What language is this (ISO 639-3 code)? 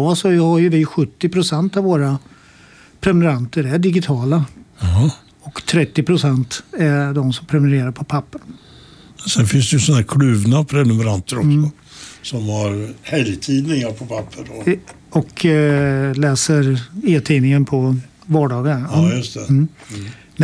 swe